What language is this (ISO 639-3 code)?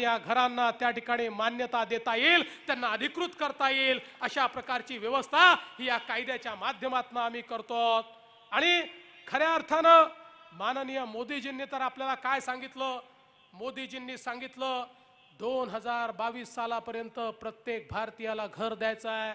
mar